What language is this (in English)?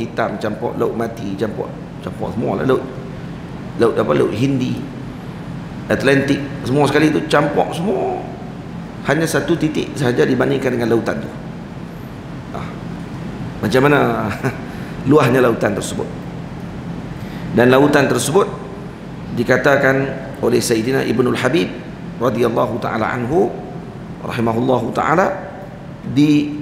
Malay